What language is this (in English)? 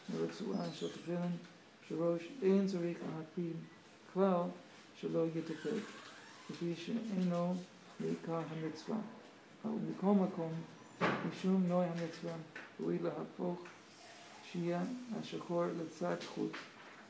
Hebrew